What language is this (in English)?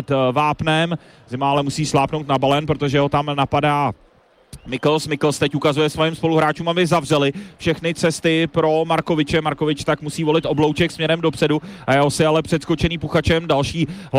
Czech